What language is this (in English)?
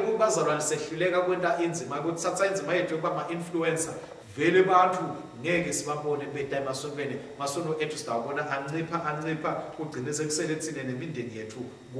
Swati